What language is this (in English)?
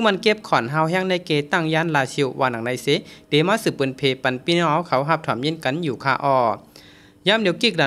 Shan